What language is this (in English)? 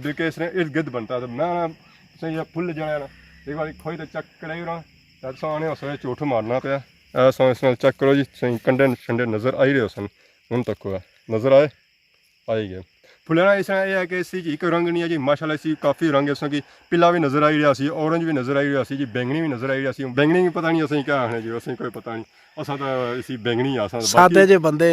Pahari-Potwari